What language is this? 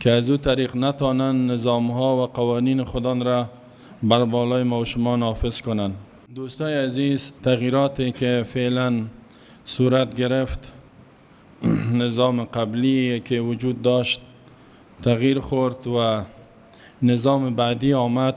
Persian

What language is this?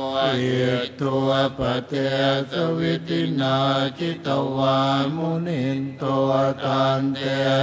Pali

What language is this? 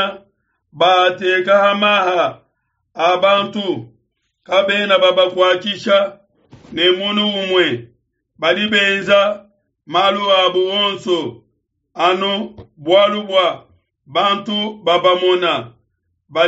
Luba-Lulua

